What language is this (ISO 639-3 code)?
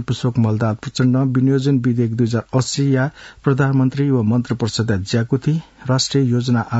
new